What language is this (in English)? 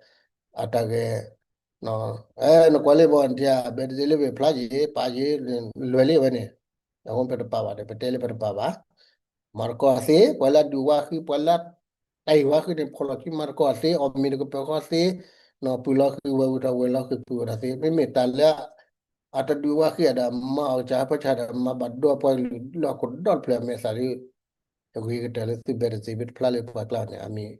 S'gaw Karen